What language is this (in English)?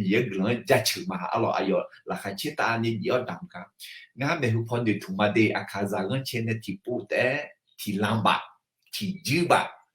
Akha